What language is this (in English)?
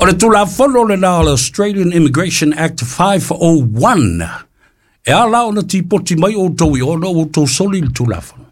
Samoan